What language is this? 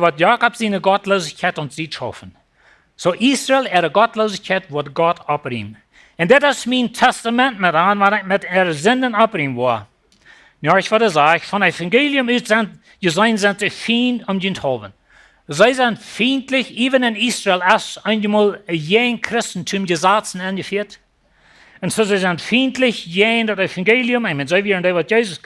Plautdietsch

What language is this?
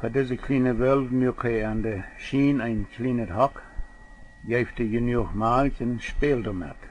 Plautdietsch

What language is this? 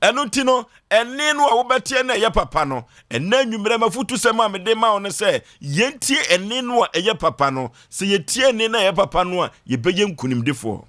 Akan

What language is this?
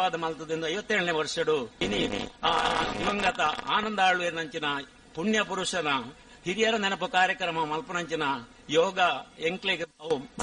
Tulu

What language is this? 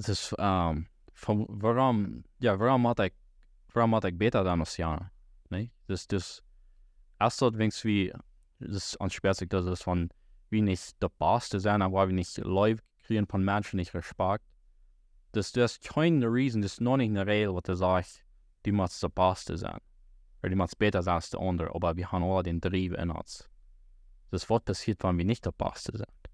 Plautdietsch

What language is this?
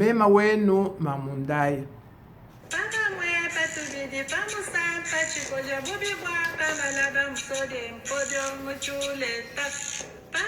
Luba-Lulua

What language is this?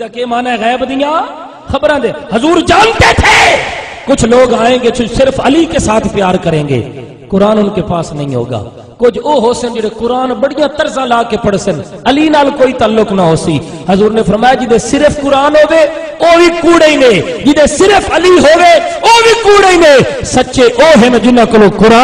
Saraiki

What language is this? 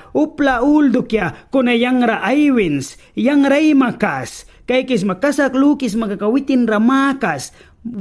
Mískito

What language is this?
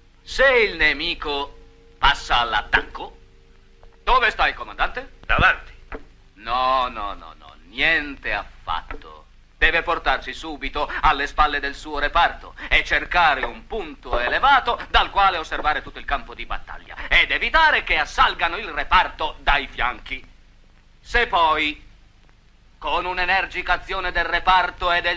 Italian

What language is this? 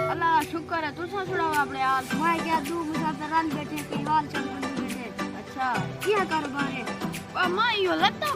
Saraiki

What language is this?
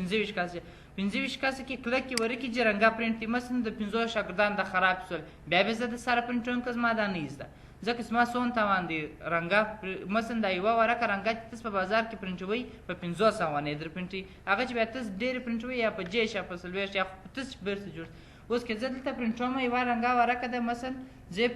Pashto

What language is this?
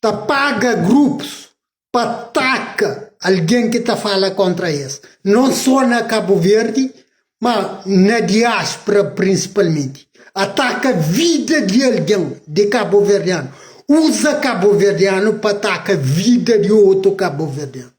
Kabuverdianu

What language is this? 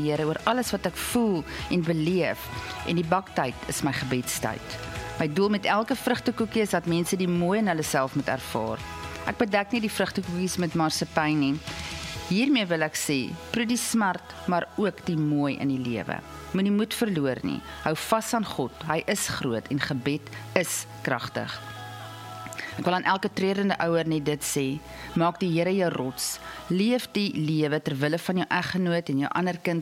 Afrikaans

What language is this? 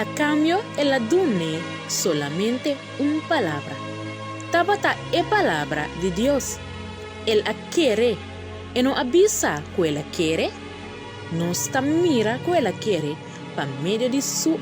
Papiamento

